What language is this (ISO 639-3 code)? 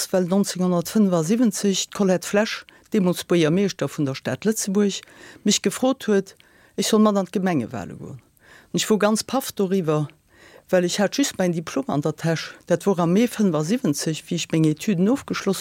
ltz